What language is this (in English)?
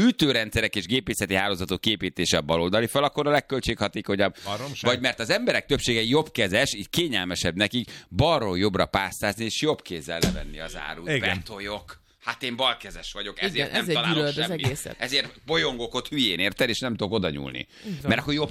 Hungarian